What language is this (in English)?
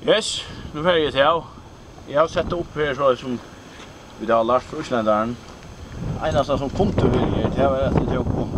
Faroese